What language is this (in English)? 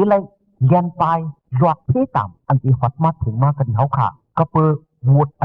Shan